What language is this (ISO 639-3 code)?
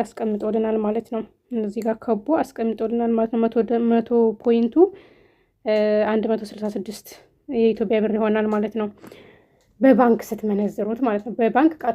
amh